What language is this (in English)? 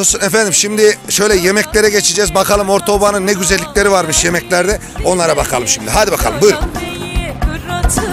Turkish